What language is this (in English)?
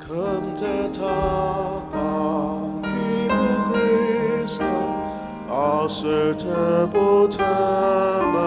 Ao Naga